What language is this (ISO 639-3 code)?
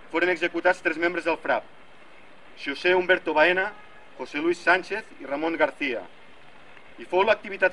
cat